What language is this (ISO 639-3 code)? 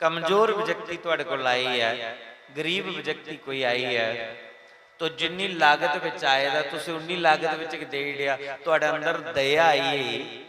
doi